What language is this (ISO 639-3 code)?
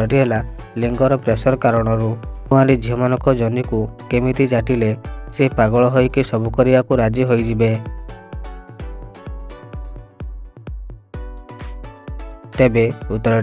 ori